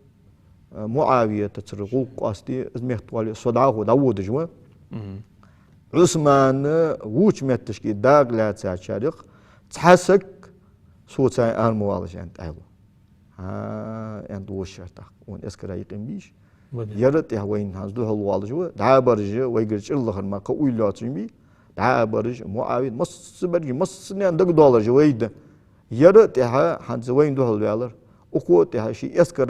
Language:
Ingush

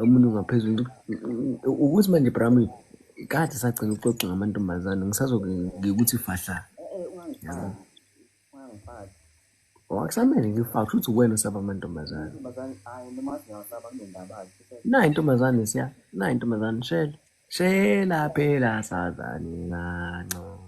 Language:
Zulu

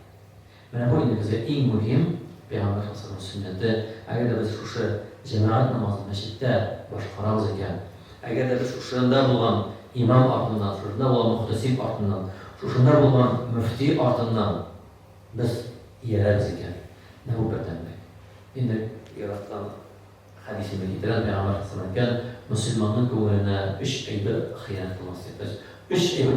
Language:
Tatar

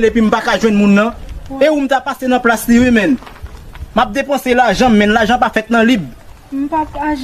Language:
Haitian Creole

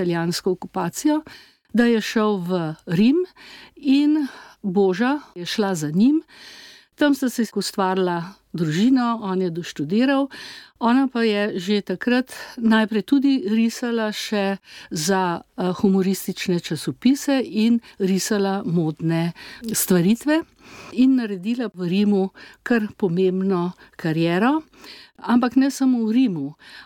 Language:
Slovenian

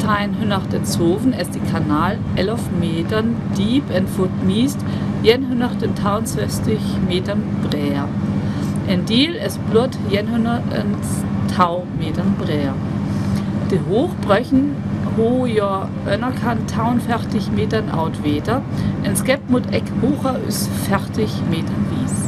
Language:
Northern Frisian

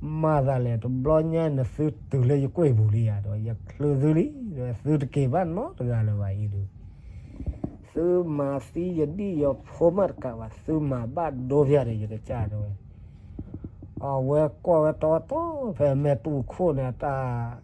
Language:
S'gaw Karen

